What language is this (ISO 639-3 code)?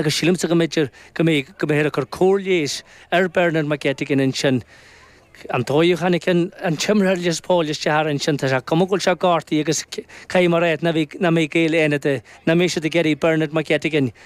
gle